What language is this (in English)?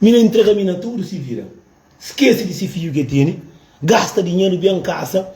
Kabuverdianu